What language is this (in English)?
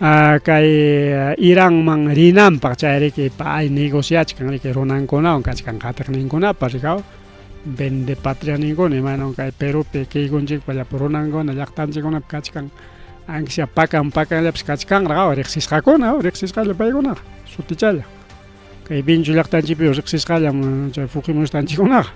Ayacucho Quechua